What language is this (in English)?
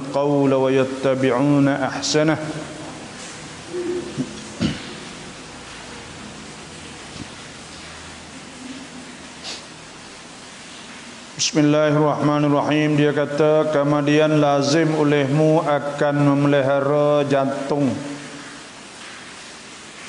Malay